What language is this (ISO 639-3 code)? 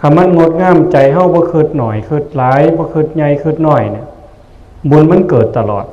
tts